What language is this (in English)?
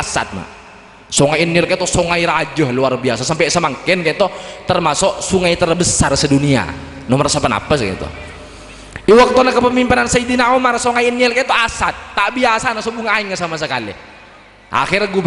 Madurese